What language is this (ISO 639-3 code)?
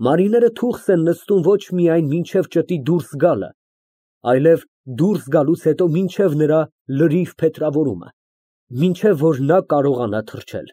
hye